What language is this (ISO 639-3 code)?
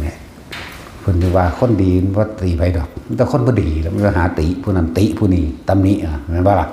tts